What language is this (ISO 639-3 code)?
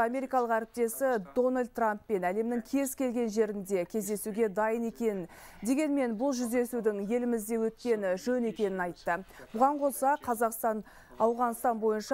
kaz